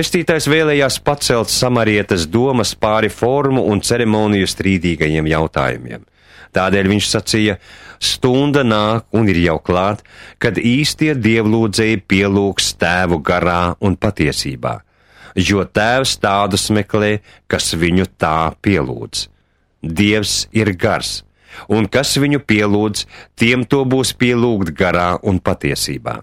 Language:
Latvian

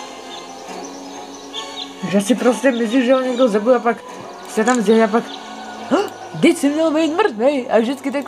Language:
Czech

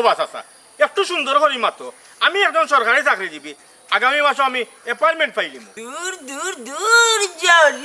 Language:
Sylheti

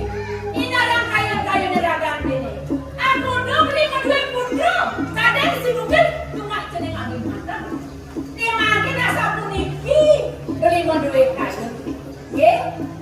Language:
Balinese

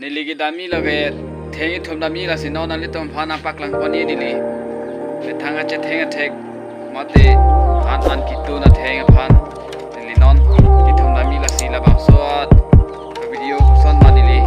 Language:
Karbi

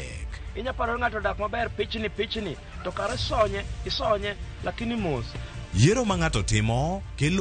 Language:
Luo (Kenya and Tanzania)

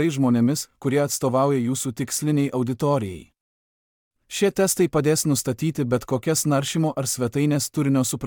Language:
Lithuanian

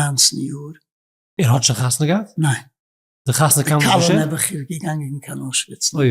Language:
Yiddish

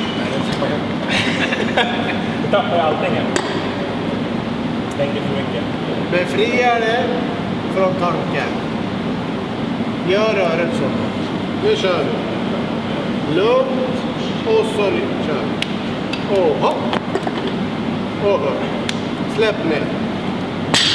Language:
Swedish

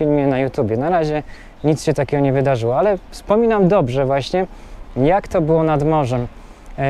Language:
Polish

